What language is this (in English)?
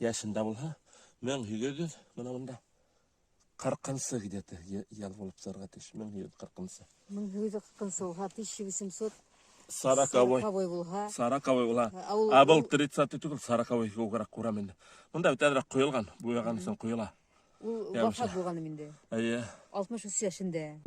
Bashkir